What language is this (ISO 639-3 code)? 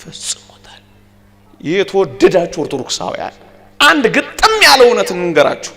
amh